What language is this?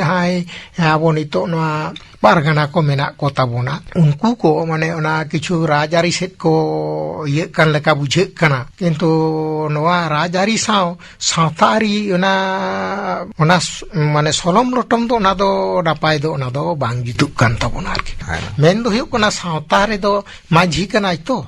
Santali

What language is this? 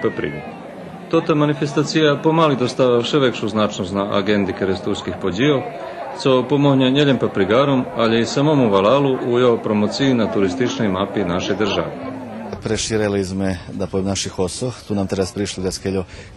Rusyn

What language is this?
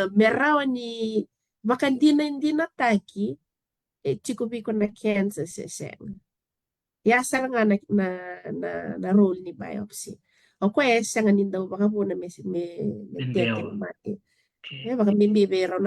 Fijian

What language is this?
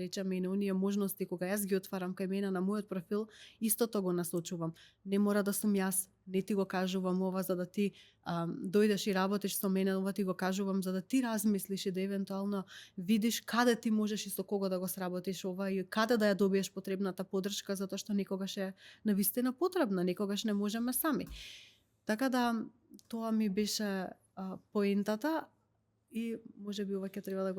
Macedonian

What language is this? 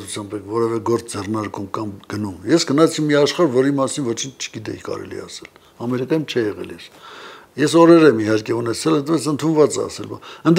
Armenian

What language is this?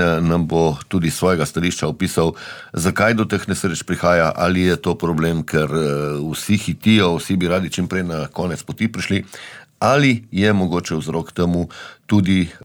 Slovenian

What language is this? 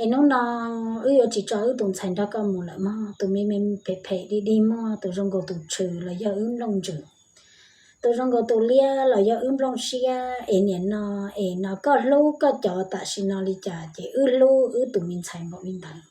Hmong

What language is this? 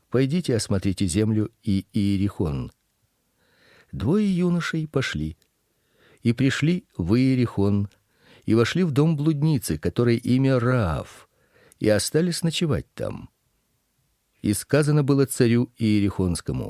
Russian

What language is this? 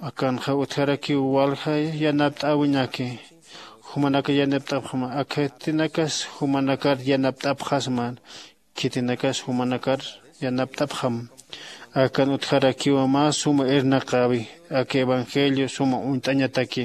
Aymara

